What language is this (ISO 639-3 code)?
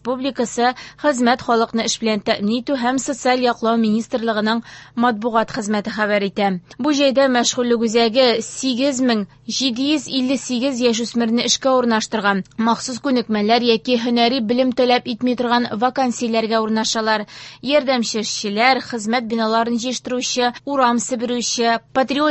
tat